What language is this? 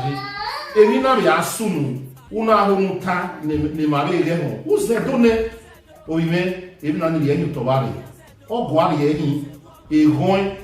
Bini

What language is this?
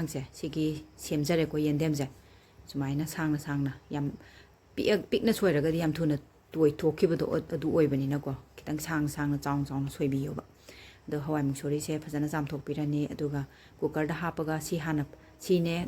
Manipuri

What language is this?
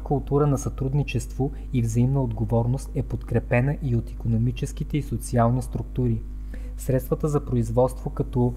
Bulgarian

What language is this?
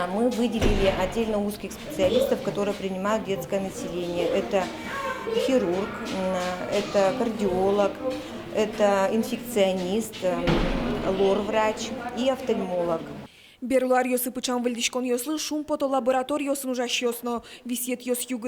Udmurt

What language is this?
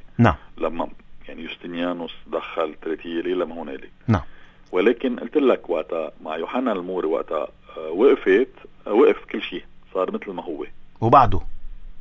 North Levantine Arabic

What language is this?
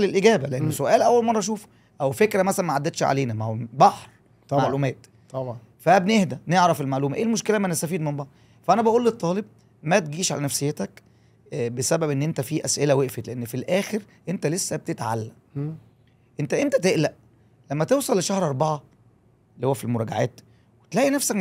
Egyptian Arabic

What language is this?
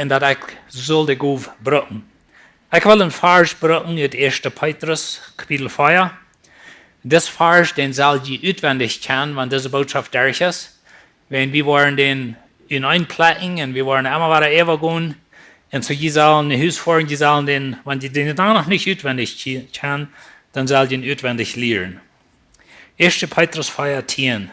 Plautdietsch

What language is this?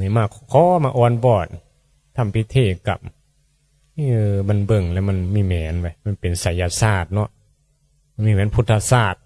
Northeastern Thai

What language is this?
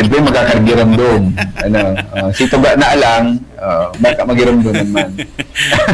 Bikol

